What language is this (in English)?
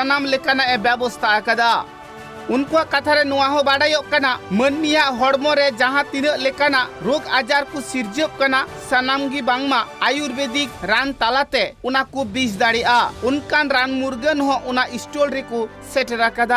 Santali